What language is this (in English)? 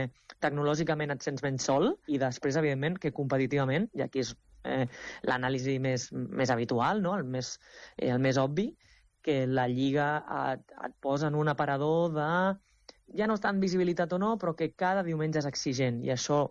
Catalan